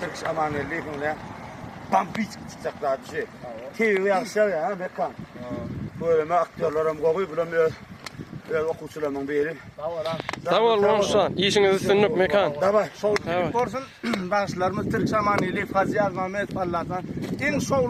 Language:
Turkmen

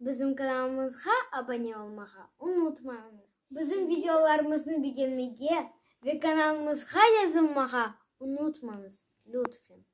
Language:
Crimean Tatar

